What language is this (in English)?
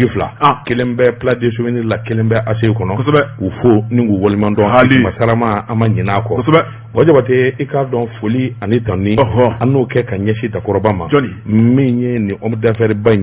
Bambara